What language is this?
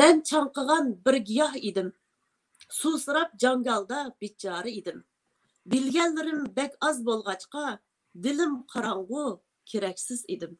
Uyghur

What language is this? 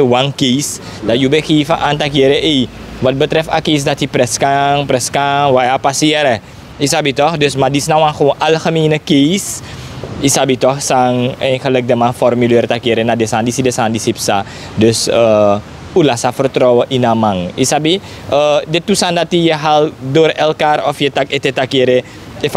Sranan Tongo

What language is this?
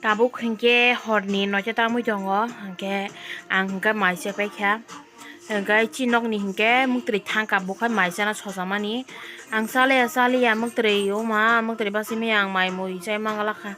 Kok Borok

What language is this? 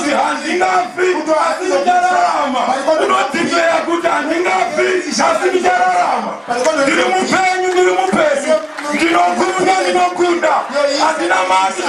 Shona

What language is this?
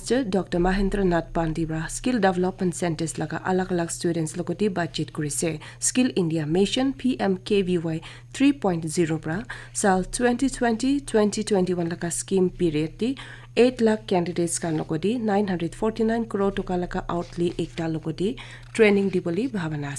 Naga Pidgin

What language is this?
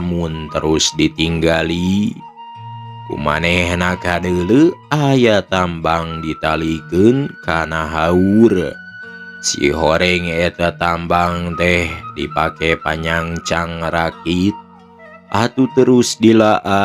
Sundanese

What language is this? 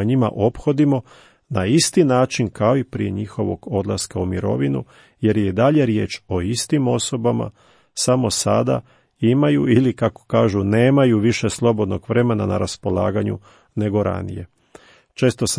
Croatian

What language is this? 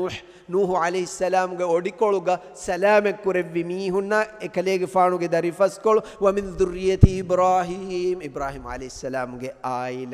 Divehi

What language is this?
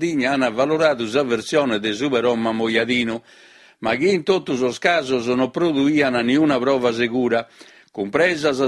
Sardinian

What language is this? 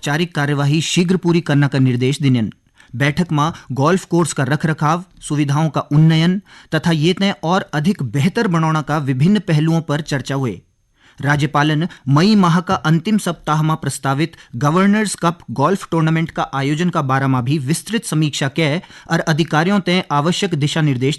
Garhwali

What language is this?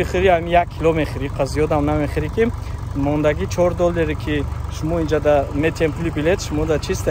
Tajik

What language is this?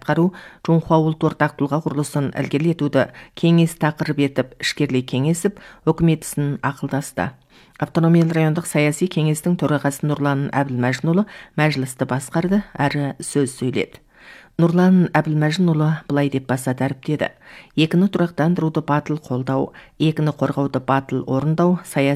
Kazakh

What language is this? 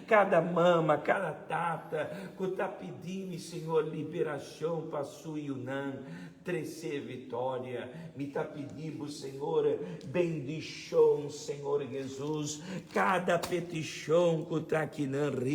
Papiamento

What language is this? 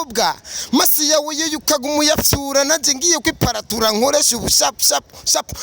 Rundi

